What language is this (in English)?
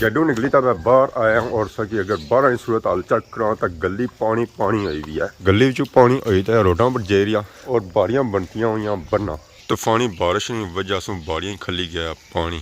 Pahari-Potwari